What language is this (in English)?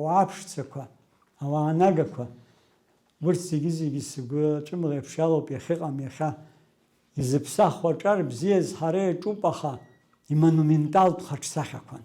Abkhazian